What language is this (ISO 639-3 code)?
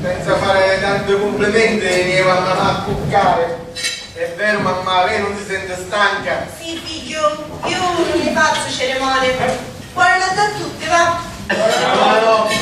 scn